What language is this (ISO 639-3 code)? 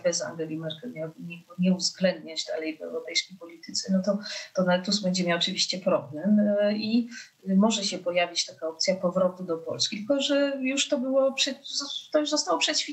pol